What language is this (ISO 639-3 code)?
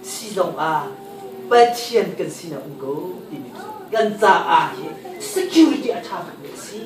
cnh